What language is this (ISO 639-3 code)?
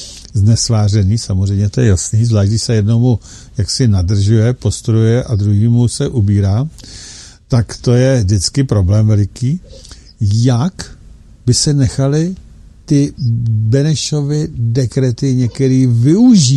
ces